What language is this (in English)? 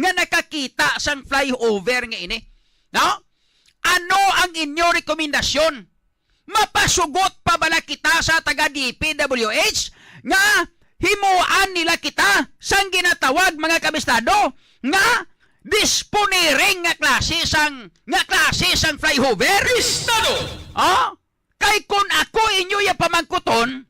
Hiligaynon